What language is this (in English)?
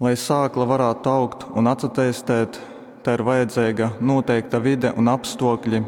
Latgalian